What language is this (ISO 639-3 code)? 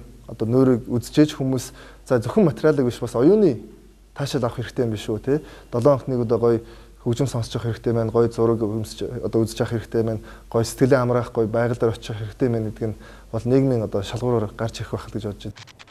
mon